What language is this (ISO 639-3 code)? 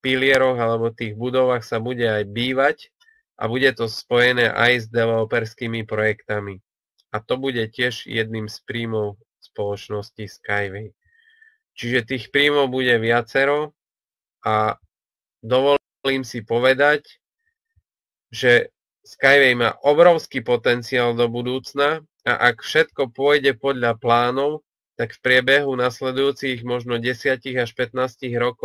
slk